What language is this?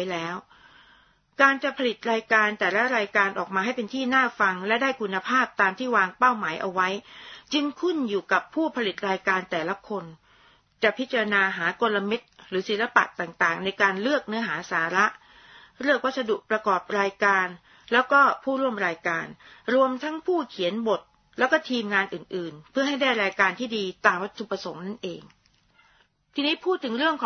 Thai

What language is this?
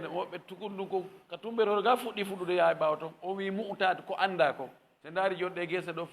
Fula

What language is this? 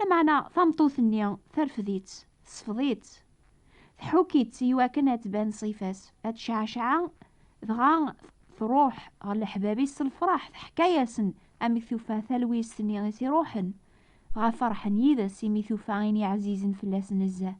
Kabyle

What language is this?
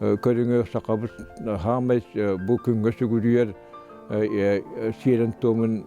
Yakut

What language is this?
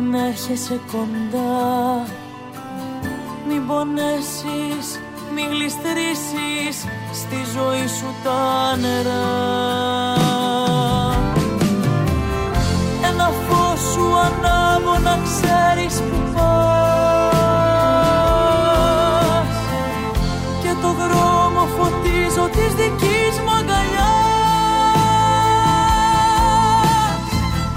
Greek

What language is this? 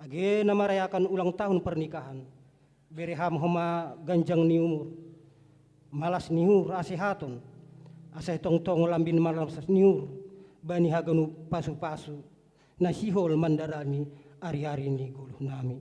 Batak Simalungun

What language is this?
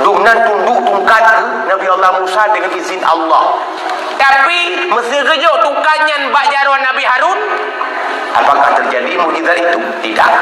Achinese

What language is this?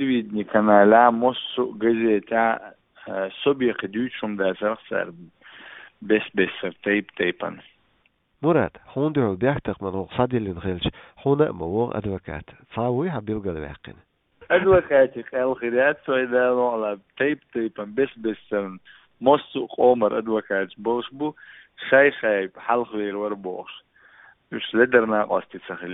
Chechen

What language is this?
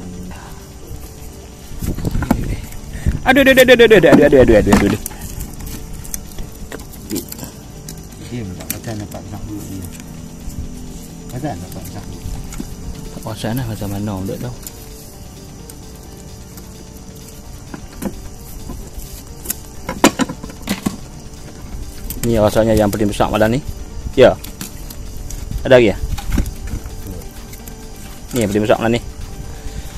Malay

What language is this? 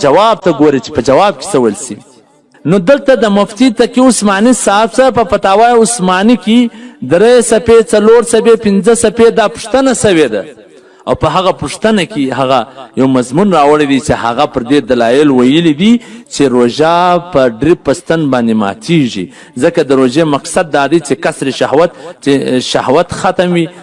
Pashto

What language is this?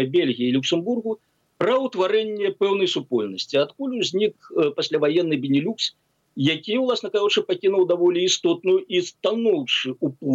Belarusian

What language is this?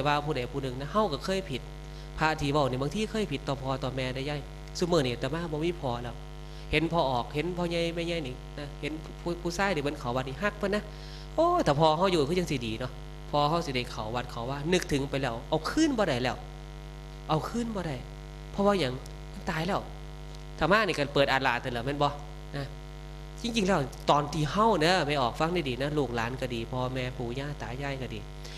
Northeastern Thai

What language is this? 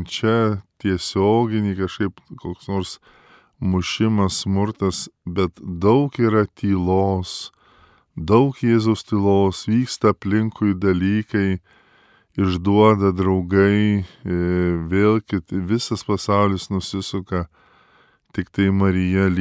Lithuanian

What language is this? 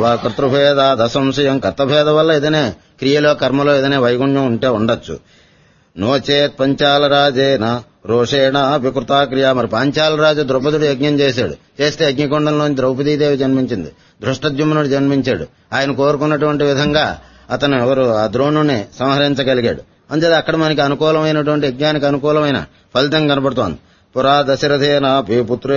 Telugu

